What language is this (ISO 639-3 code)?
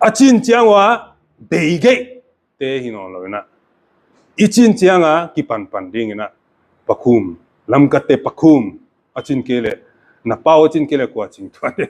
pck